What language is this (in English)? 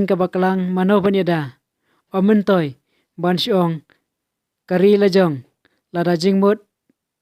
Khasi